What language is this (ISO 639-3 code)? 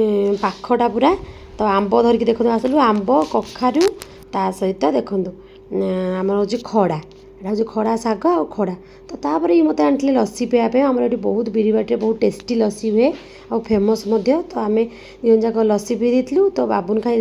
ori